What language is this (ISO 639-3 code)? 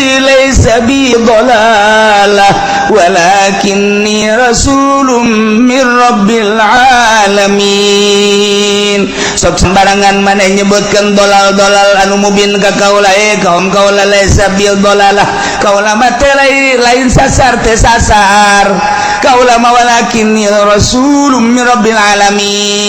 sun